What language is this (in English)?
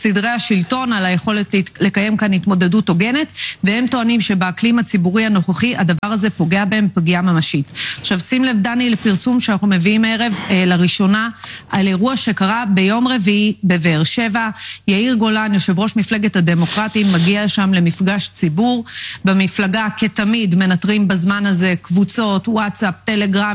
Hebrew